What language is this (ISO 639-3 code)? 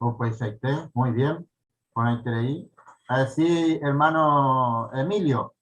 grn